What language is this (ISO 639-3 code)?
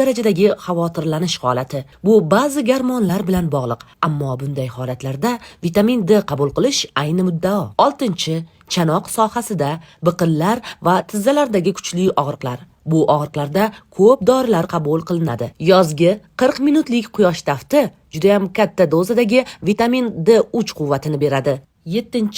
uzb